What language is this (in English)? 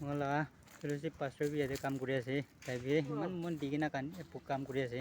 Naga Pidgin